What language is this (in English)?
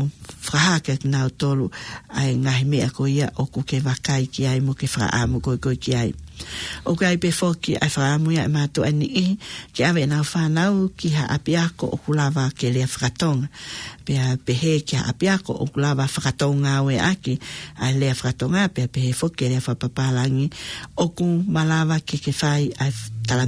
Tongan